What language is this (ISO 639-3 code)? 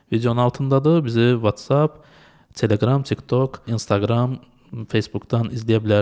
aze